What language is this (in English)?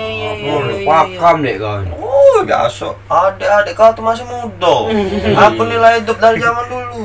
Musi